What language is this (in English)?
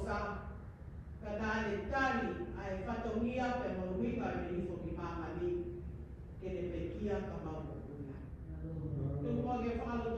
Tongan